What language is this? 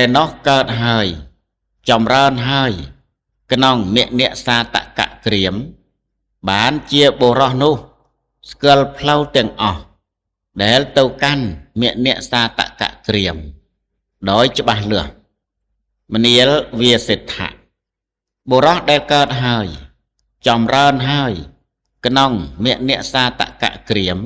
Khmer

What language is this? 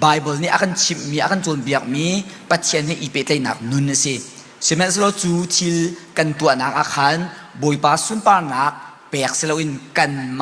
Hakha Chin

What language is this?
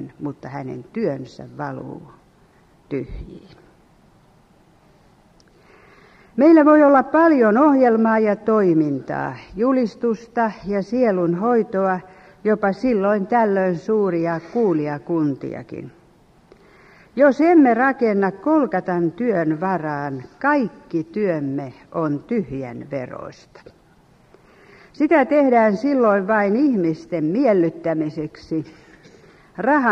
Finnish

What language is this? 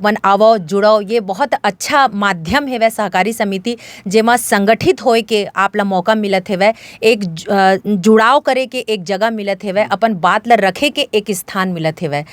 Chhattisgarhi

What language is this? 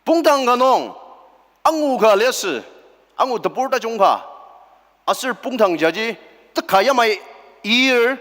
Ao Naga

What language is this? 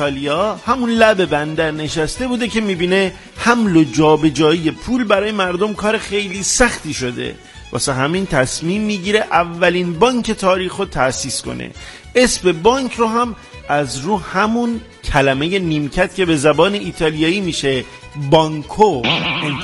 Persian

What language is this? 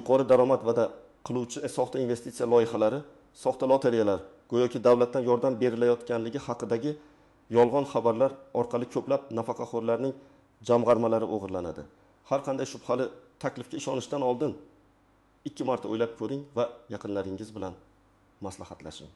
Uzbek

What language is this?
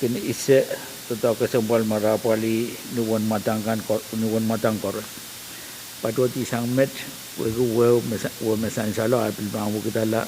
Pohnpeian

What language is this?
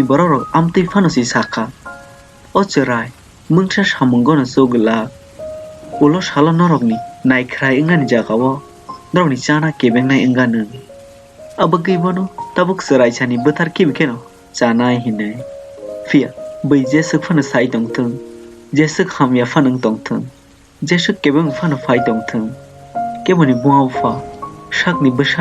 Kok Borok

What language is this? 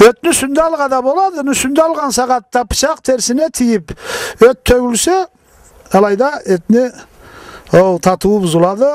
Karachay-Balkar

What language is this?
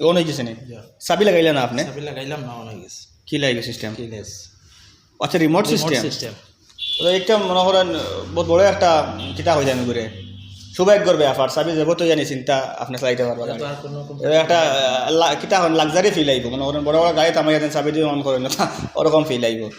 Sylheti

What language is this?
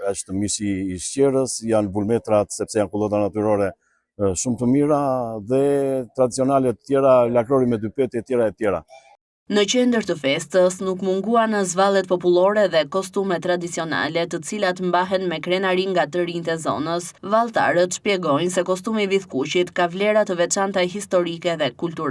Albanian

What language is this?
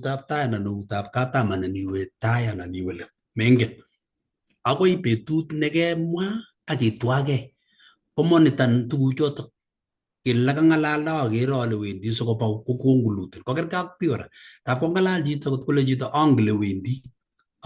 Kalenjin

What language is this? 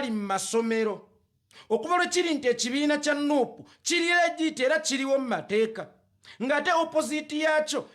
Ganda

